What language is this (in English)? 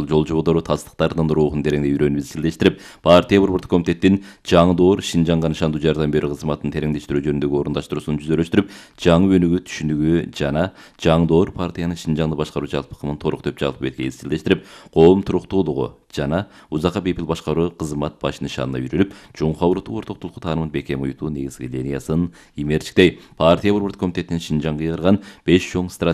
Kyrgyz